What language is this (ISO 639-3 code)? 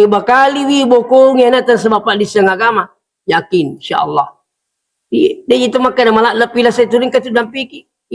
bug